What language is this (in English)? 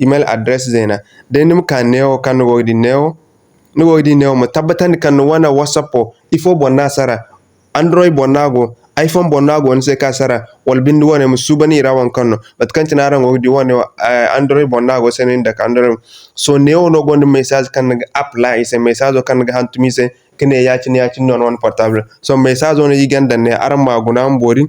Zarma